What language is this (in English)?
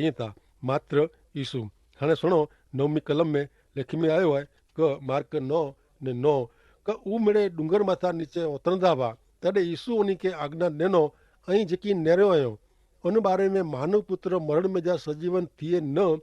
Kachhi